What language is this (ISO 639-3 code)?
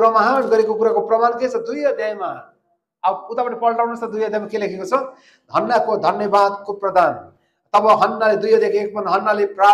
nep